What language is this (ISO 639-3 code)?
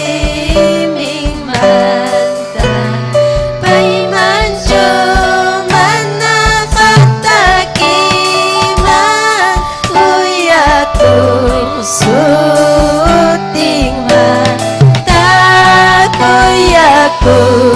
quy